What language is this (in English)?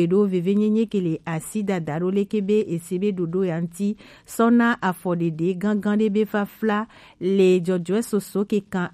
Gen